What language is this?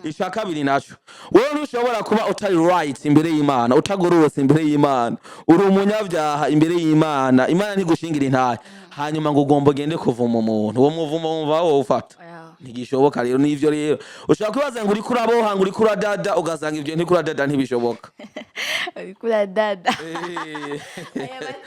Rundi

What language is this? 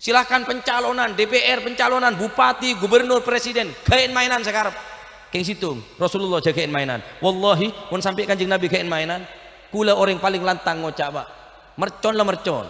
Madurese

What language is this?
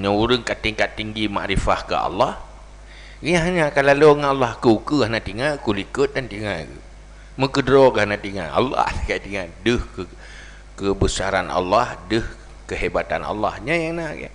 Achinese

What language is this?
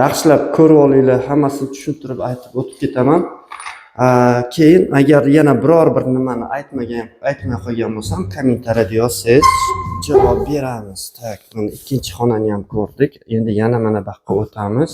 Uzbek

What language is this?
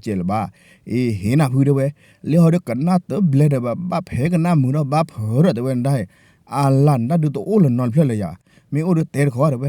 S'gaw Karen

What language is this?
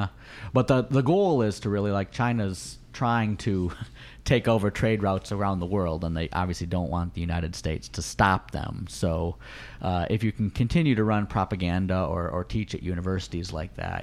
English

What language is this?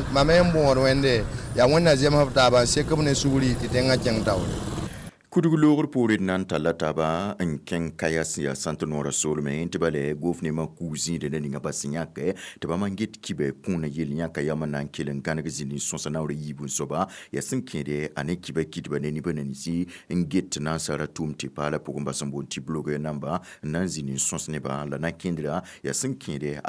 Mossi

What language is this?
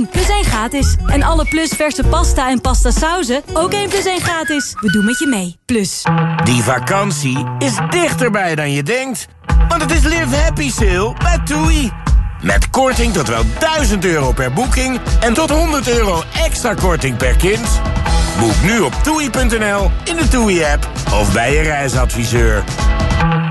Dutch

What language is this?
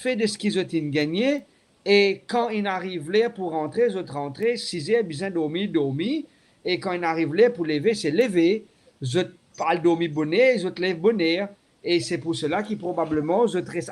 Morisyen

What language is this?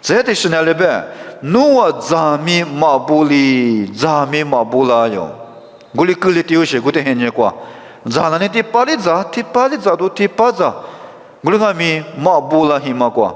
Lisu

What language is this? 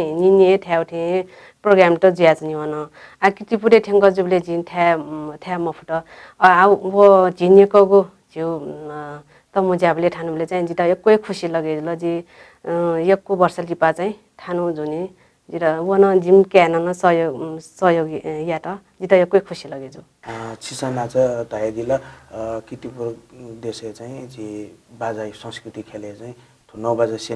Newari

